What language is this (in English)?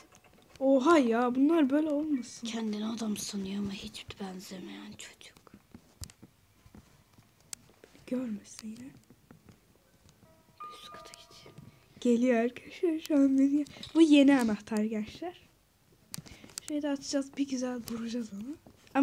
Turkish